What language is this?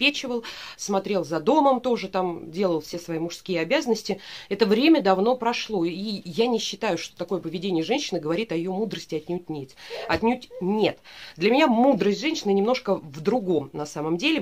Russian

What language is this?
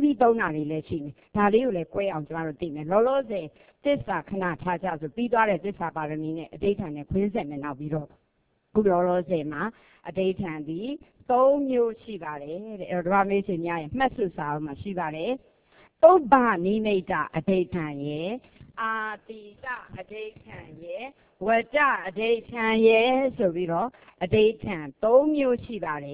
Burmese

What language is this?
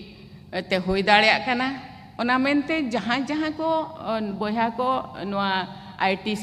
Santali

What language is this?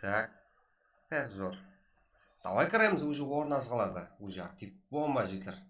Kara-Kalpak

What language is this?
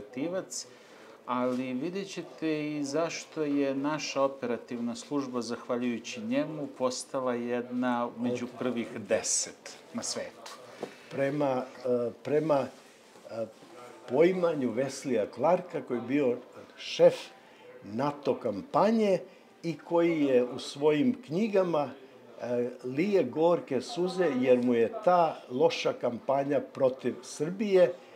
Serbian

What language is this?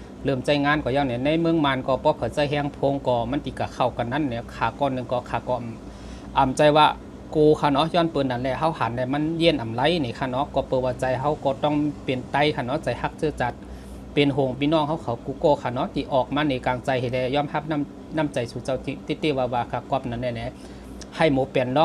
Shan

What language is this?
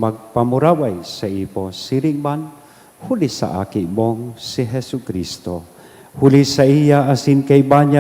Bikol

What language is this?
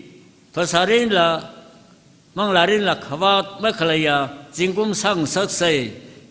Tangkhul Naga (India)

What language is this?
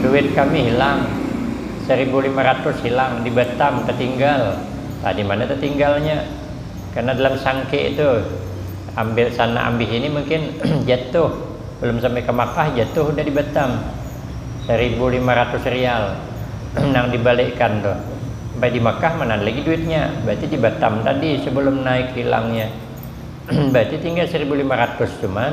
Banjar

